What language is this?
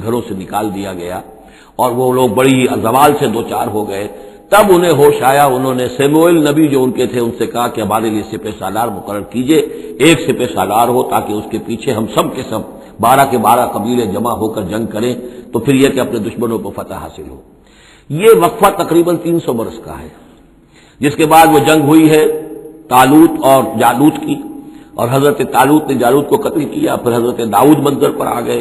Urdu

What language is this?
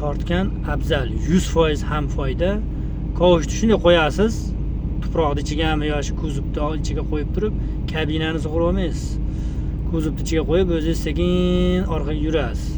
Uzbek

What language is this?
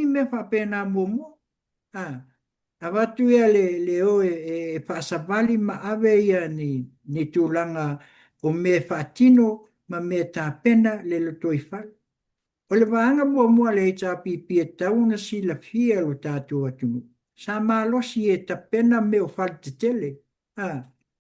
Samoan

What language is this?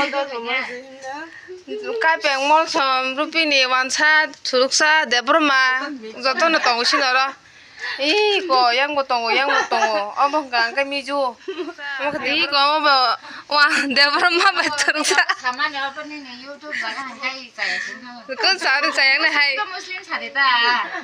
Kok Borok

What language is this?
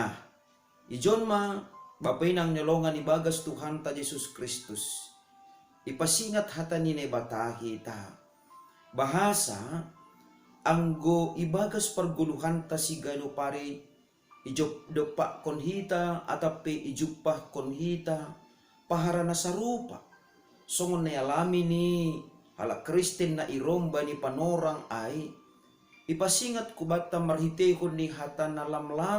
Batak Simalungun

